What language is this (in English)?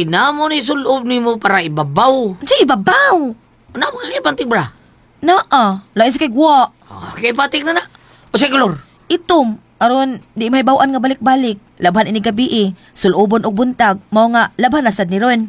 Cebuano